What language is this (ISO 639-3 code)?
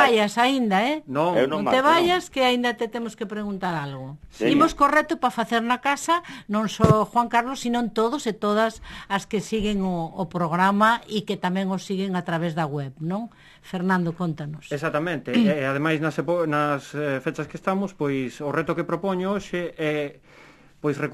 glg